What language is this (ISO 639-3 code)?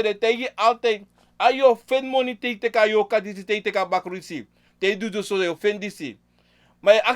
srn